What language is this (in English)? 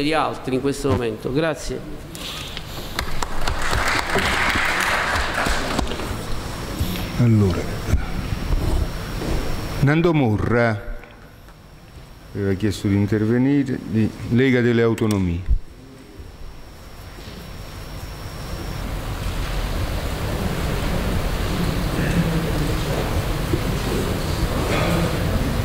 Italian